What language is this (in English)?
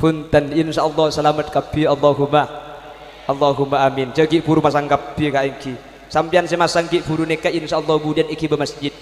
Madurese